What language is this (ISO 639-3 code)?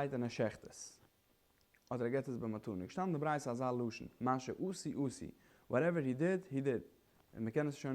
yid